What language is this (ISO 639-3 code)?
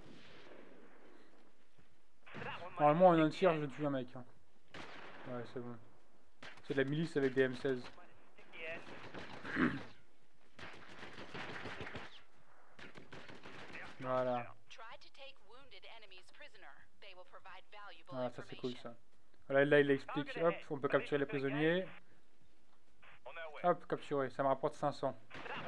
fra